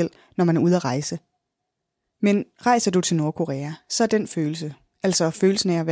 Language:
Danish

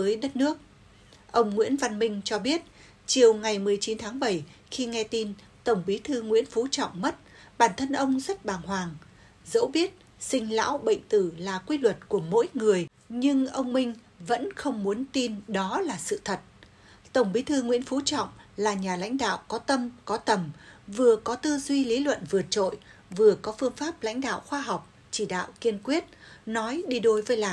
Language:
Vietnamese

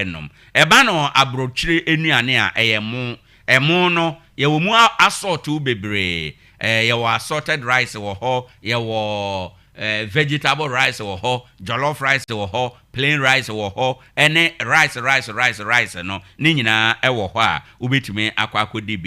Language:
Akan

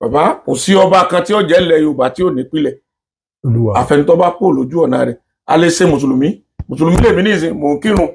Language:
Yoruba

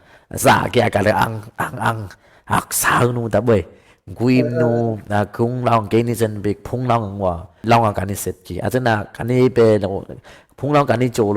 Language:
Dimasa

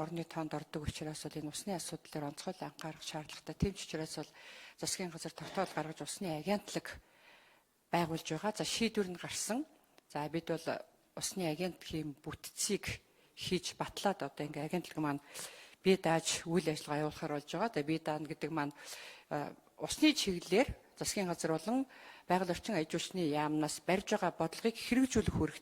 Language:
Mongolian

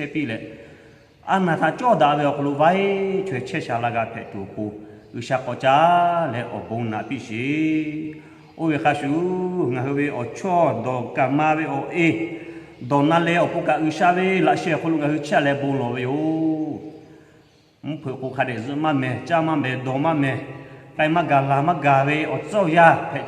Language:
Lahu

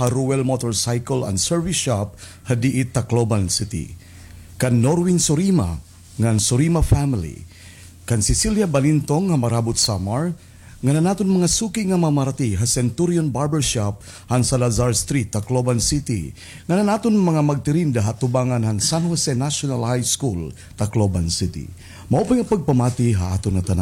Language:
Waray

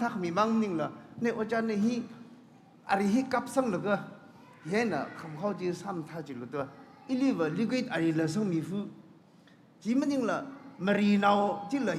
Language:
Tangkhul Naga (India)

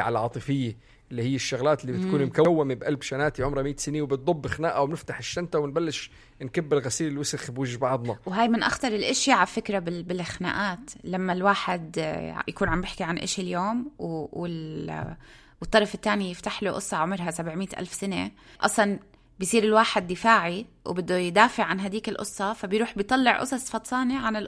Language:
North Levantine Arabic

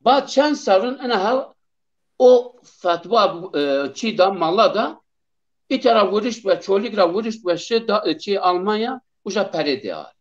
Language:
Zaza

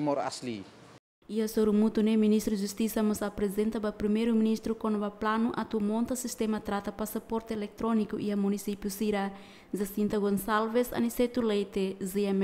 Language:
Tetum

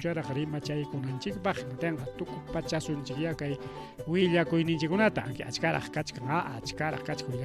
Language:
Ayacucho Quechua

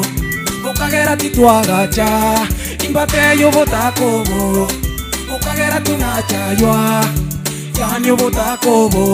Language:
Gusii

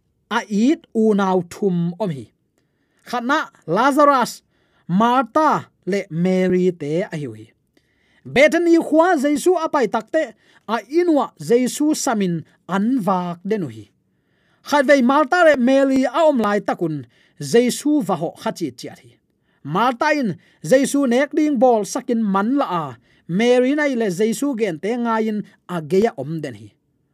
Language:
Tedim Chin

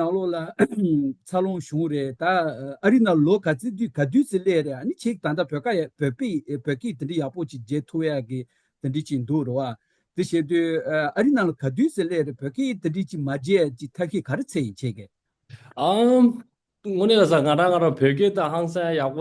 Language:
Tibetan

